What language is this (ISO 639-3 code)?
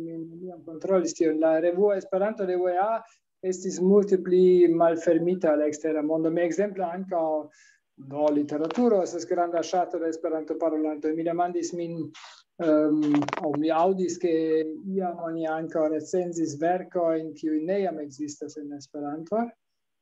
epo